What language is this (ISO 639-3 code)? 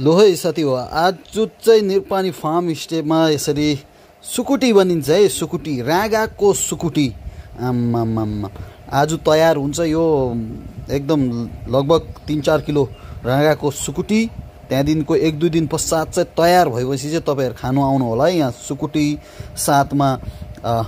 nep